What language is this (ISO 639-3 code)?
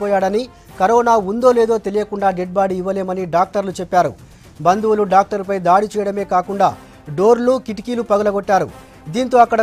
tel